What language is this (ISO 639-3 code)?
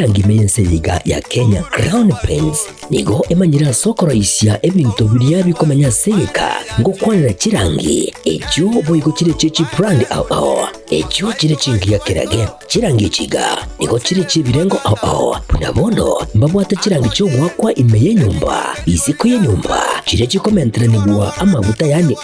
guz